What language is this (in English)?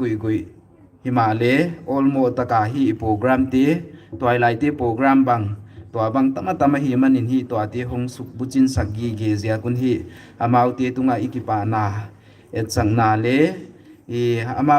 Paite Chin